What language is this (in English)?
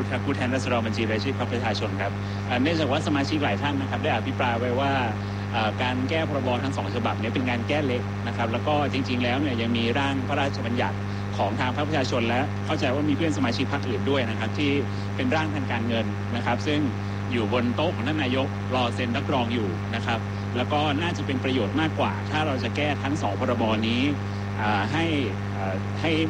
Thai